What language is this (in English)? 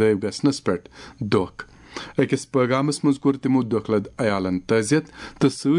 Kashmiri